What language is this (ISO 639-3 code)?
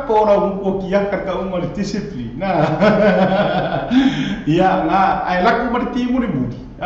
smo